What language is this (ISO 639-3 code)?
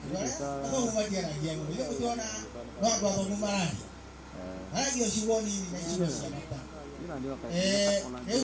kik